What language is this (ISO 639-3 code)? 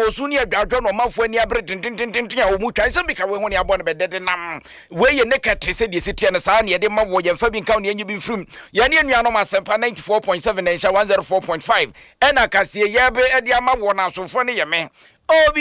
aka